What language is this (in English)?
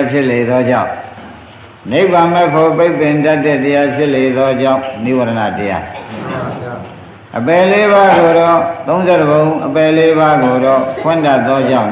Burmese